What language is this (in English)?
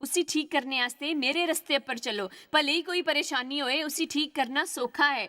Dogri